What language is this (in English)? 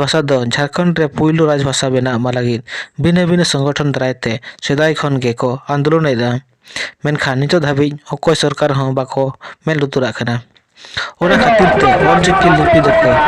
Santali